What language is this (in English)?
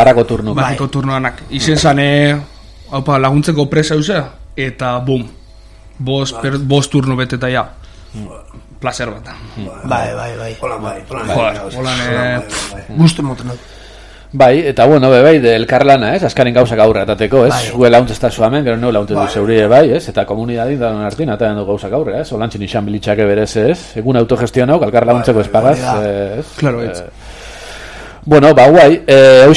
Basque